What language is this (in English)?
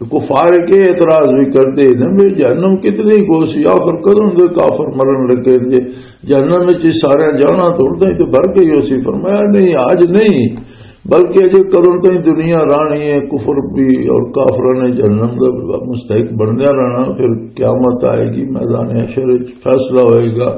Western Panjabi